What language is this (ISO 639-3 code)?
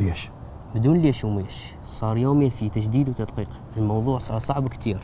acm